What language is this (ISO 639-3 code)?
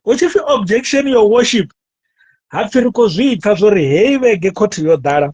ven